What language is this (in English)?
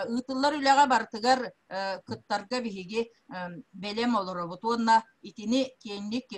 Yakut